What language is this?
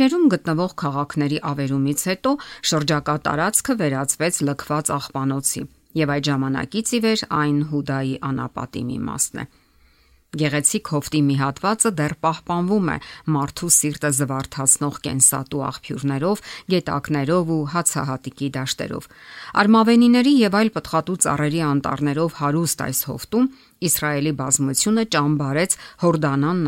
Armenian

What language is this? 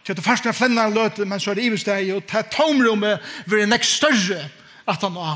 Faroese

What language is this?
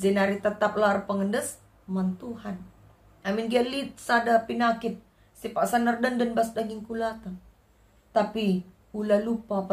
Batak Karo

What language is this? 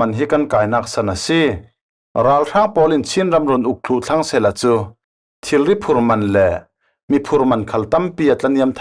Falam Chin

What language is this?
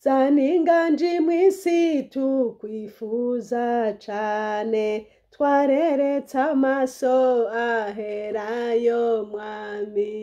Rundi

